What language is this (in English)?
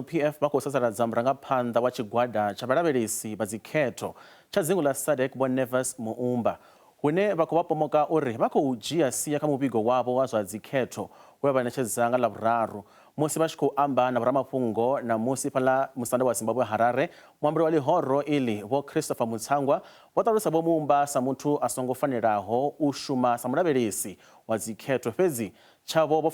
Venda